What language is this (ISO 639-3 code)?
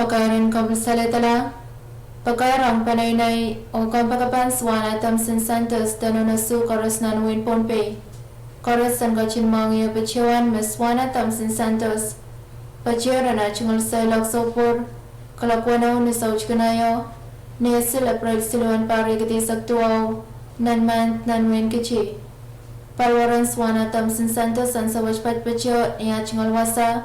pon